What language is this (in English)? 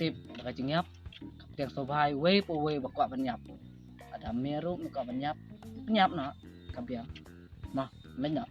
Khasi